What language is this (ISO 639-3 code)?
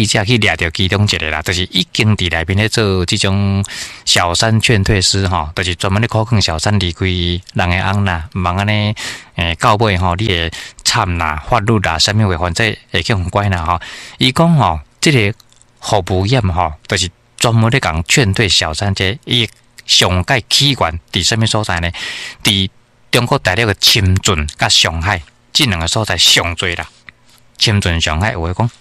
nan